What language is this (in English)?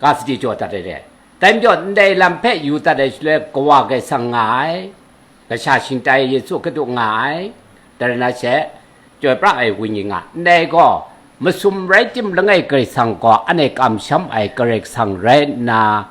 Kachin